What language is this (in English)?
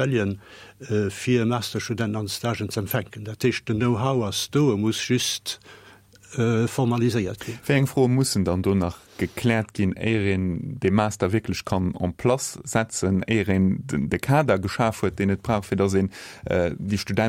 Luxembourgish